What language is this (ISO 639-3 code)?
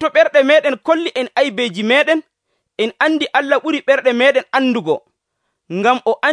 fuv